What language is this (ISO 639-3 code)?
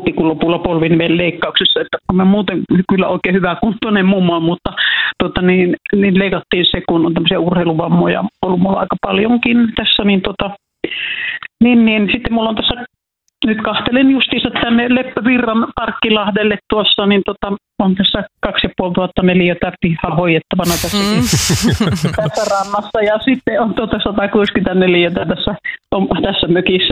fin